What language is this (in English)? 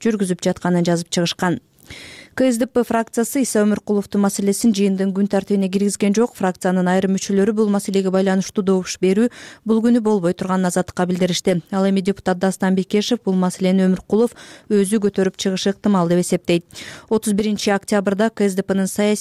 Kyrgyz